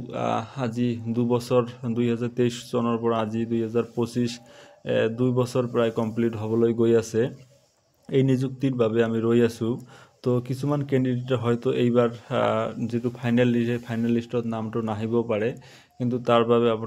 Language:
Assamese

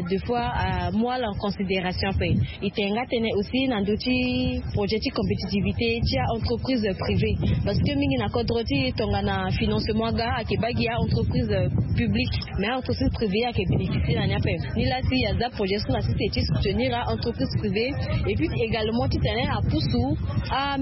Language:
Sango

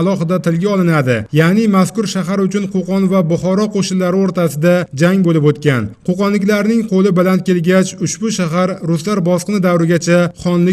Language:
Uzbek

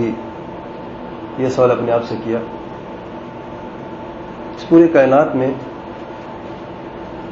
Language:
Urdu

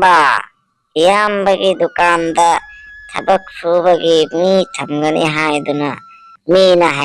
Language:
Manipuri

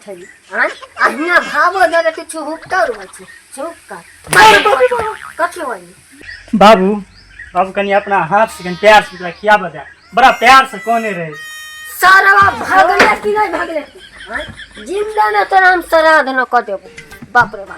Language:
Maithili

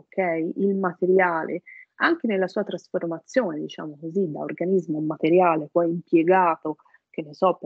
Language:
Italian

